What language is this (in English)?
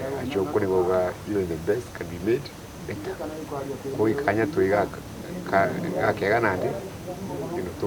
Meru